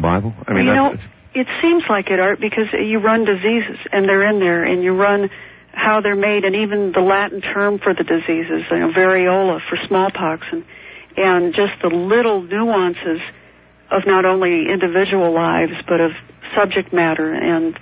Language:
English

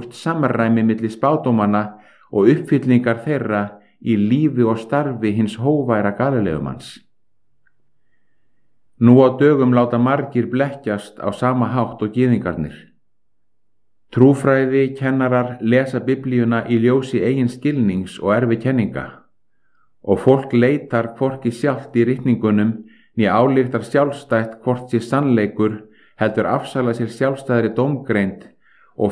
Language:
Icelandic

